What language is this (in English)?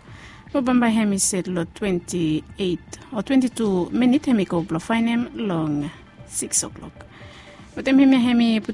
Bislama